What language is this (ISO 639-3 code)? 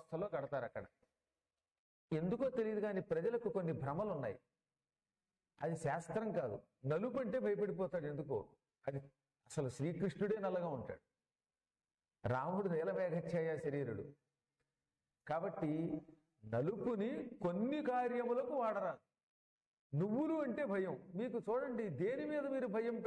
tel